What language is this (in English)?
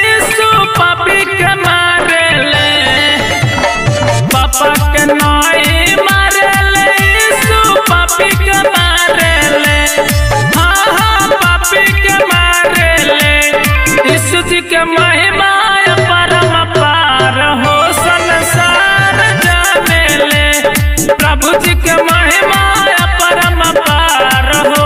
Bhojpuri